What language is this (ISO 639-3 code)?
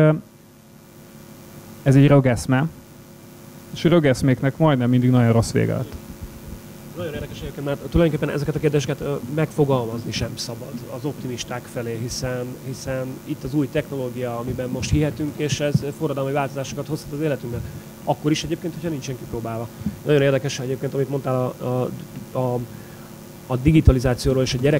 hun